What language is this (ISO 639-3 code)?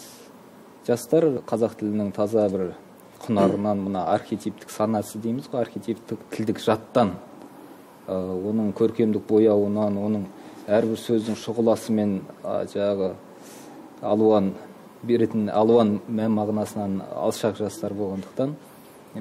kaz